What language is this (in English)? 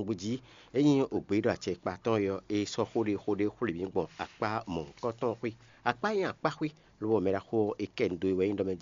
Fon